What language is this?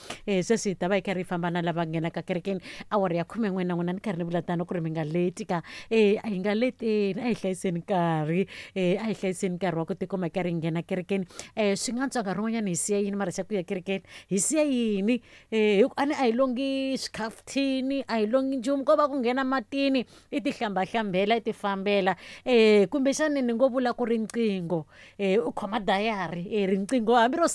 Tsonga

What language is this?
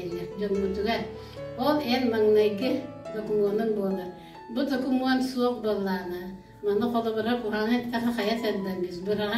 Yakut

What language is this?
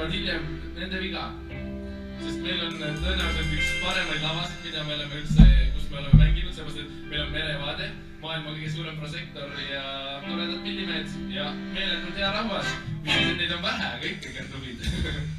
Estonian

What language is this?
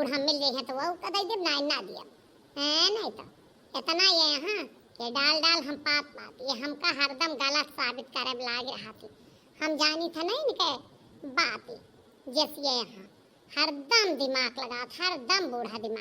Awadhi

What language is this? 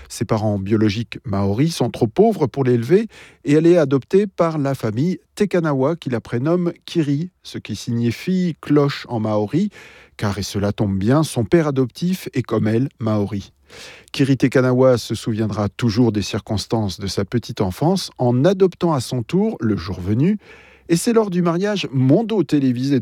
French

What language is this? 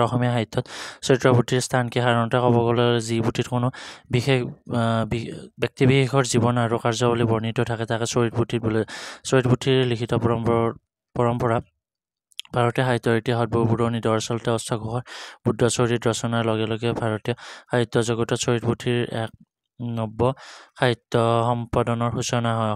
Assamese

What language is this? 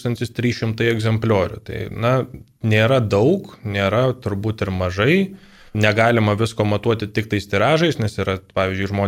Lithuanian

